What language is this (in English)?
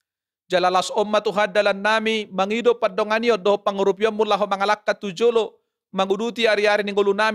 Batak Toba